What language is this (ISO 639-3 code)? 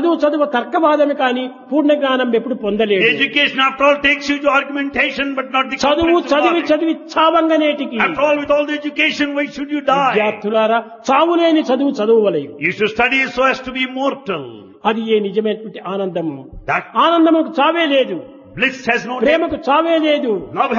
tel